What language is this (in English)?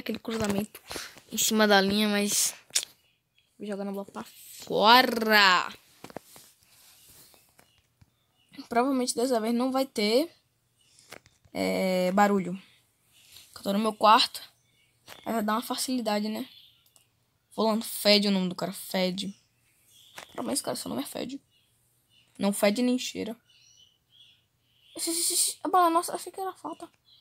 Portuguese